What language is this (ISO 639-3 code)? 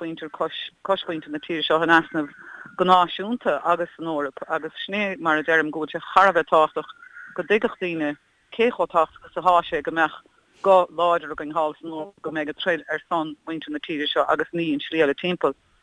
gle